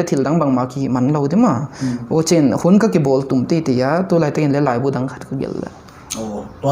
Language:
Paite Chin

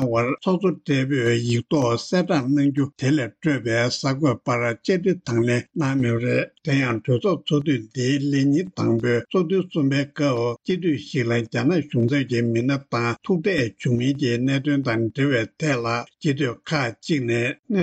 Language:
Tibetan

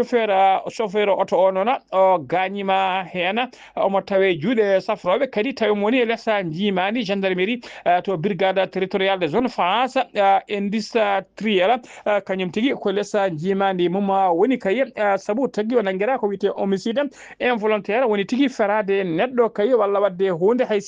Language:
Fula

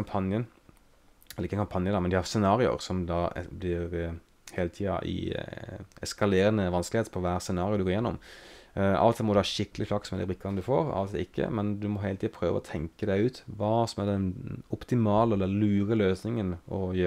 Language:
Norwegian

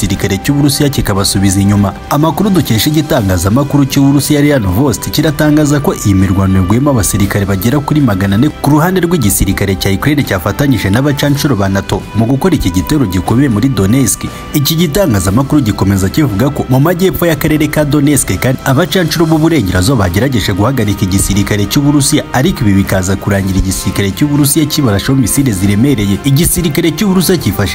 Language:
Kinyarwanda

